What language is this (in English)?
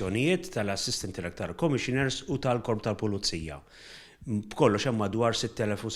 Maltese